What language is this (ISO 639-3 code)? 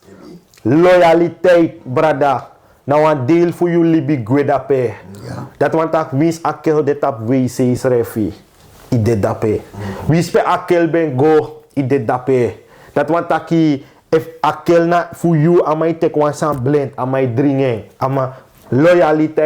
srn